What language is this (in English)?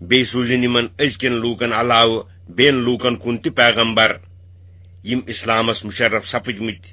Kashmiri